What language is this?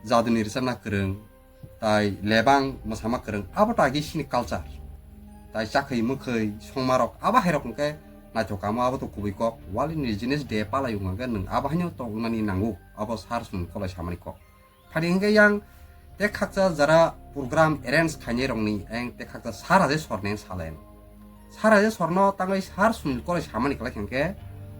Kok Borok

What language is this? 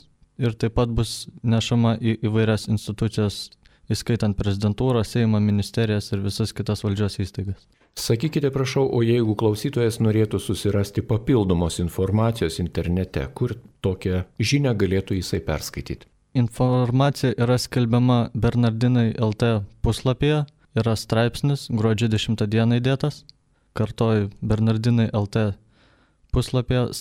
Lithuanian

